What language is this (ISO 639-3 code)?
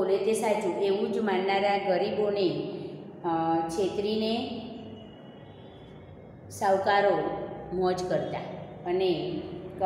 guj